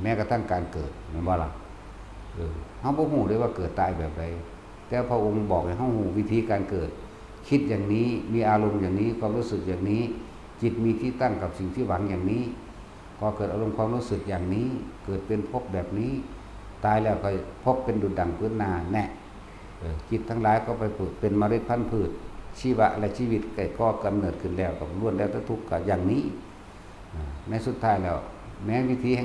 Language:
Lao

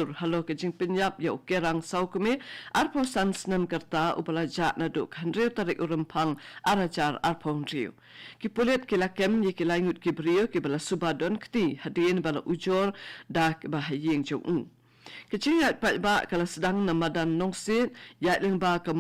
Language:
Khasi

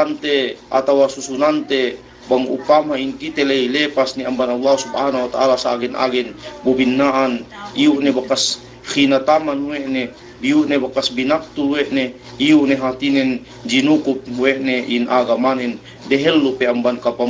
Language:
Yakan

